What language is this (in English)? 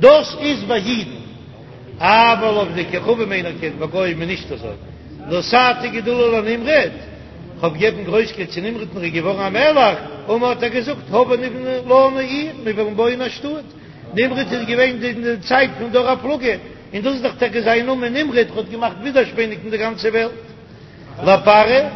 Yiddish